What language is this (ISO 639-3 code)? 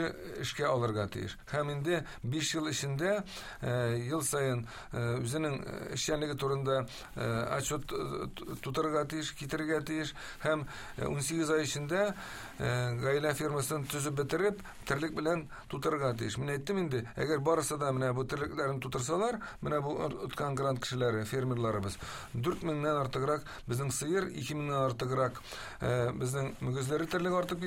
tat